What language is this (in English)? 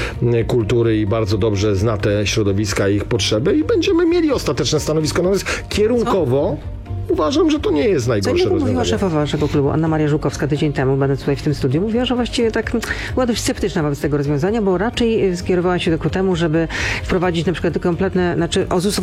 Polish